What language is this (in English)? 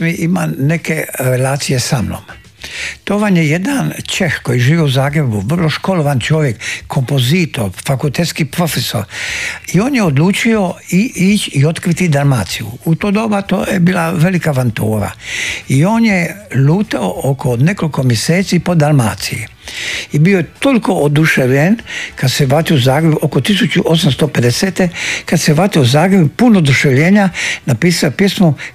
Croatian